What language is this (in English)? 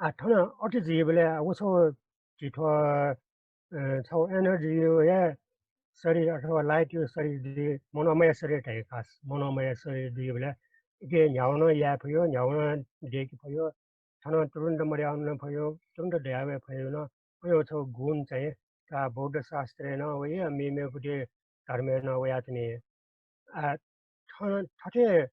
Newari